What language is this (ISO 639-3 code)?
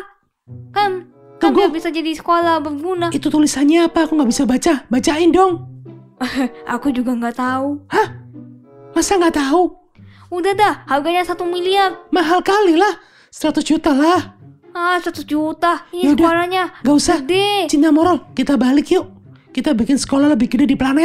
ind